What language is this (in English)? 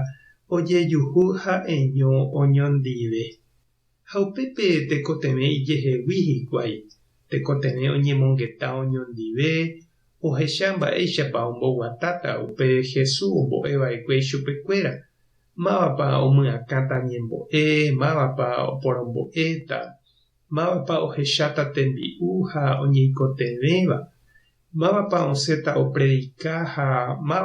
Guarani